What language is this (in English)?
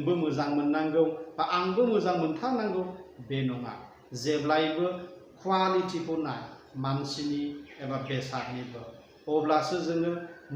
Bodo